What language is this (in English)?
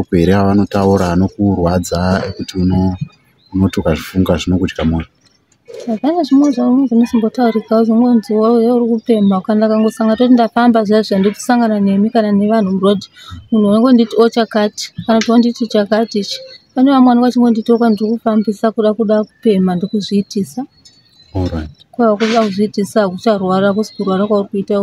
Shona